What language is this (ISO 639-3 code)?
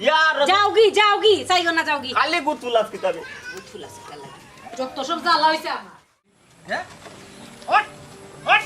syl